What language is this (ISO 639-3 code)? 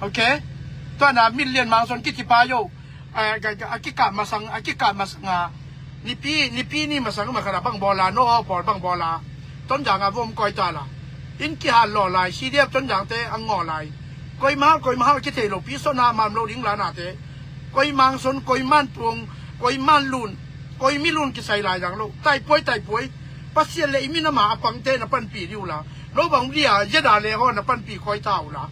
ctd